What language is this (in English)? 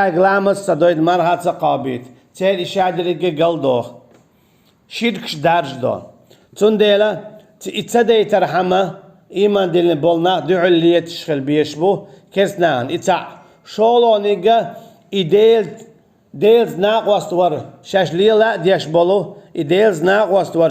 Chechen